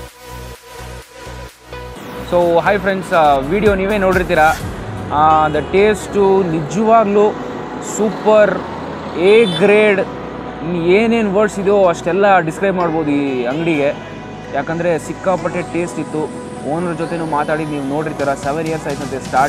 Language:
Kannada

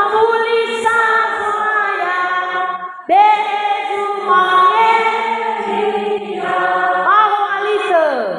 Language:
Nias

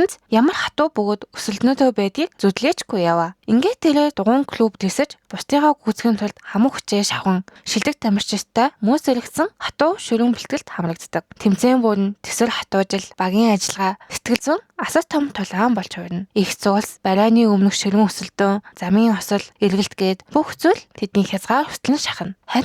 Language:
Mongolian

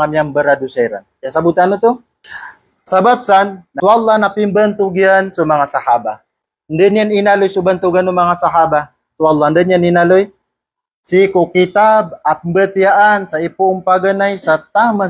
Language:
Maranao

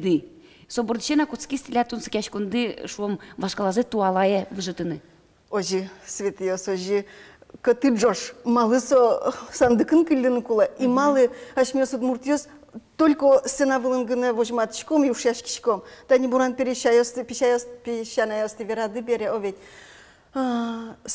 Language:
Udmurt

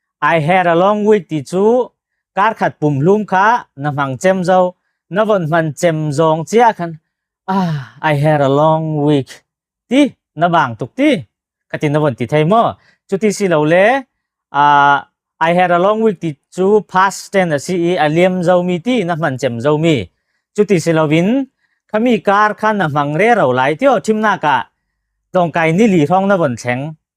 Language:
Falam Chin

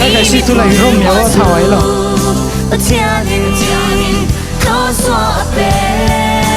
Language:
Falam Chin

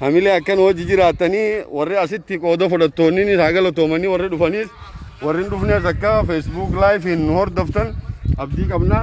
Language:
Oromo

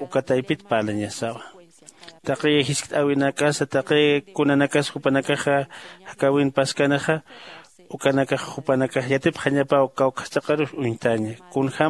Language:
Aymara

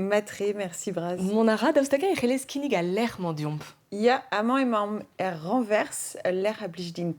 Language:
Breton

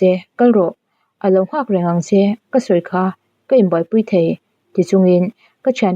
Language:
Mizo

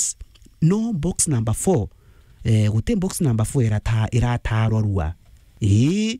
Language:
Meru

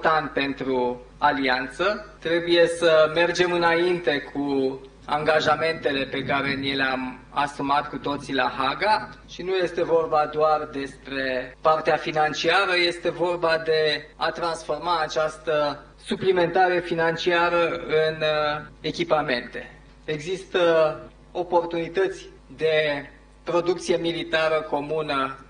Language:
Romanian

